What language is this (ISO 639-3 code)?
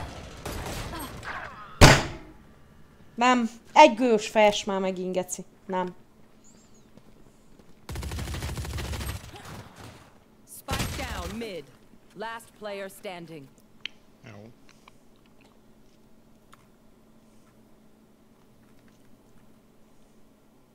hun